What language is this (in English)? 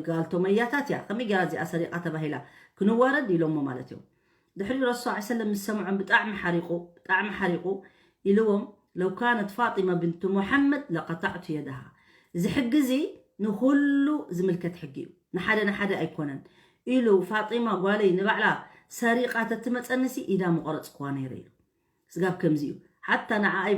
Tigrinya